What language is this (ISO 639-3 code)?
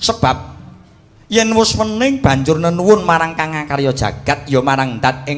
jav